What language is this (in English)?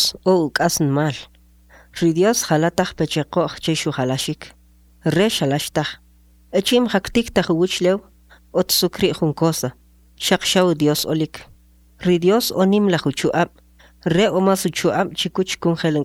Kʼicheʼ